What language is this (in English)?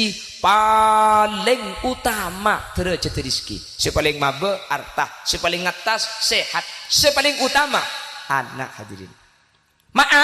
Madurese